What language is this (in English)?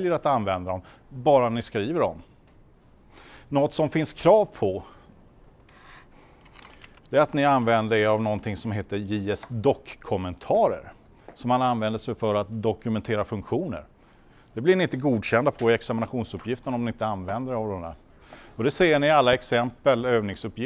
Swedish